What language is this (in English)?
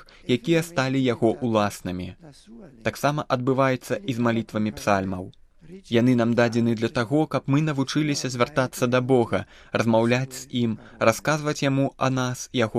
Belarusian